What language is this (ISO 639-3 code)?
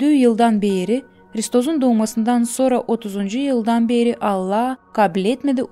gag